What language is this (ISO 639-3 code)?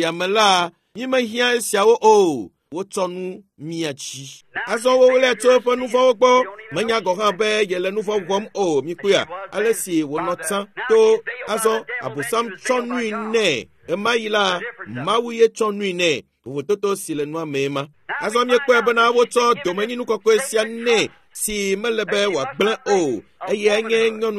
ewe